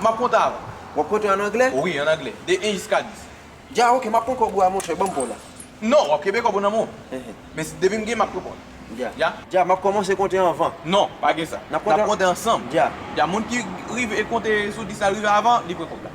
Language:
Haitian Creole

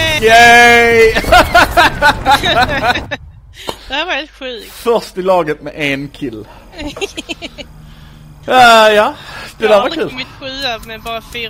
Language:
Swedish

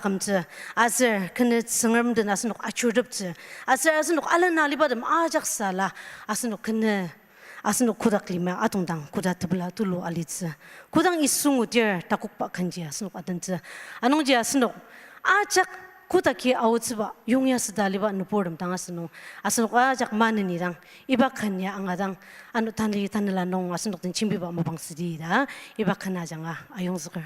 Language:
Ao Naga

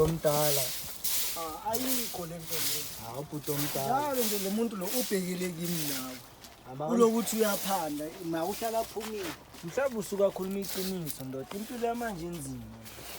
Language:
Zulu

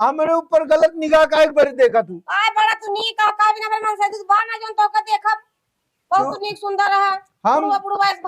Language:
Awadhi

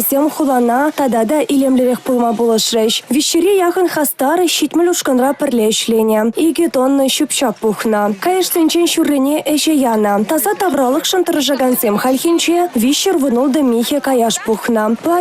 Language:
Chuvash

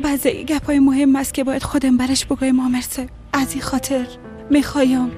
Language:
Persian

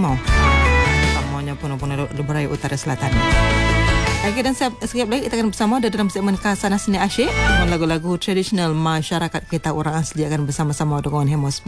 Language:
Malay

